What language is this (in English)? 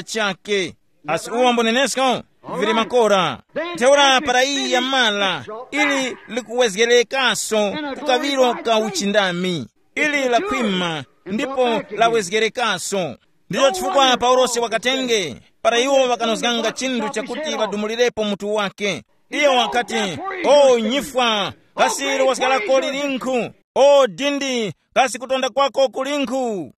Tumbuka